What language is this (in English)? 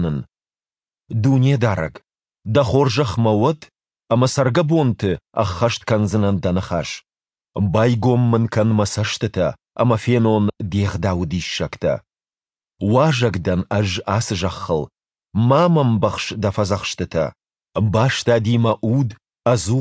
Ossetic